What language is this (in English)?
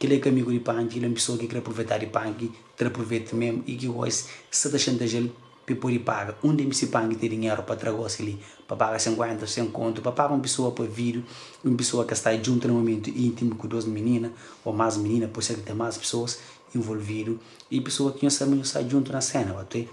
Kabuverdianu